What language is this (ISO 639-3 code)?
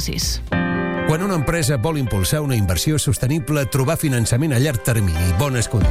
cat